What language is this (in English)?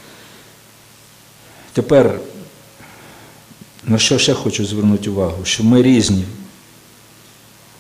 Ukrainian